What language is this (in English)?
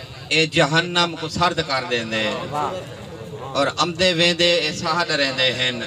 Saraiki